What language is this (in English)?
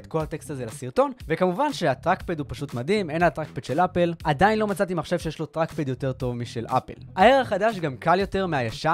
Hebrew